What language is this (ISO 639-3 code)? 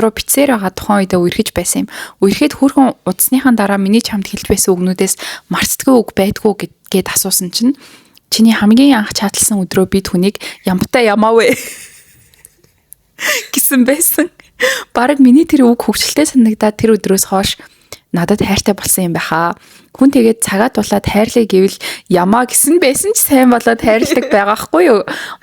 mon